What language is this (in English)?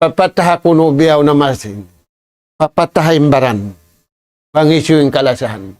Tausug